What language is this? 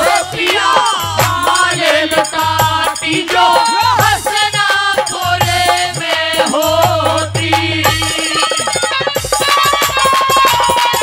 Haryanvi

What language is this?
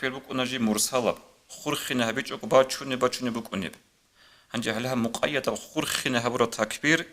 Avaric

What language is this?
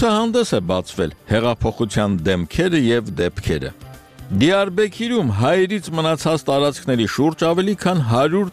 Armenian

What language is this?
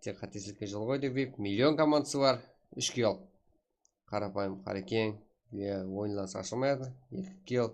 Kara-Kalpak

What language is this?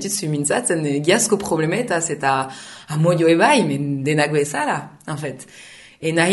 Basque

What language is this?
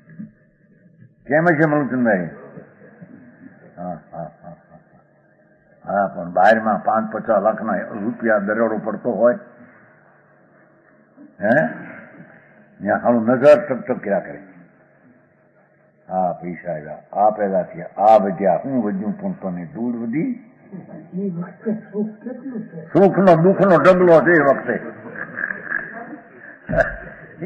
Gujarati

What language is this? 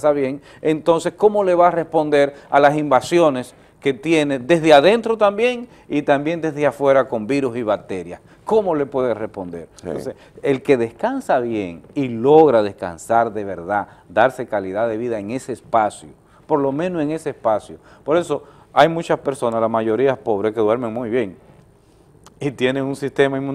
Spanish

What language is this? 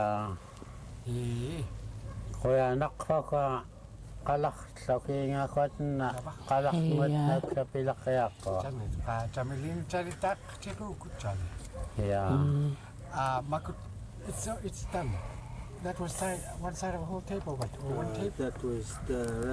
Central Yupik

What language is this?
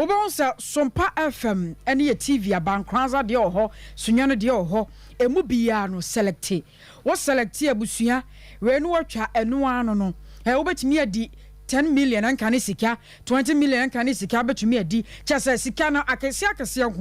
Akan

